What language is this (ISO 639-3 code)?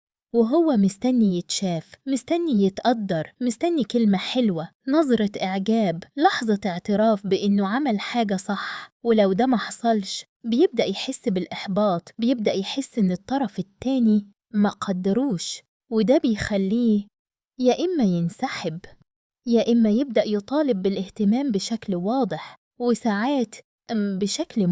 arz